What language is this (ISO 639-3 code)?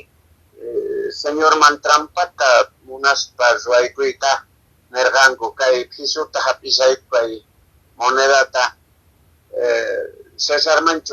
que